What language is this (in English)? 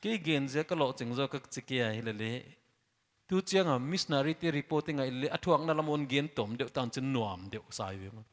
Paite Chin